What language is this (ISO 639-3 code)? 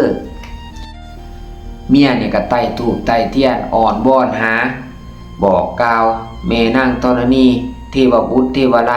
lao